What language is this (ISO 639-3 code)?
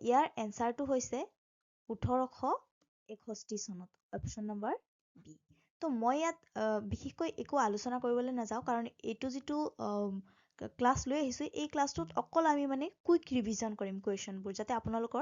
asm